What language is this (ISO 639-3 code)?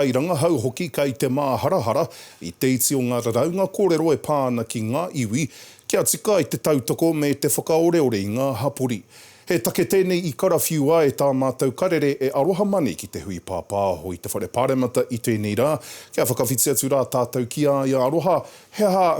mri